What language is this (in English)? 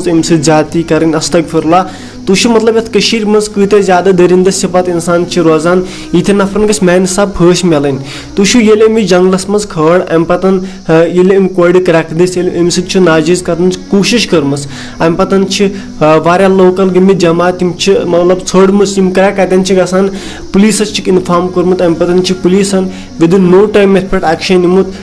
Kashmiri